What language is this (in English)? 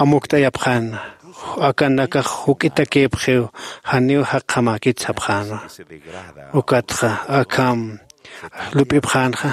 Aymara